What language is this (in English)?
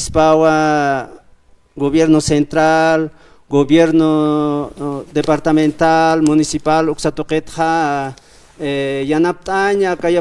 Aymara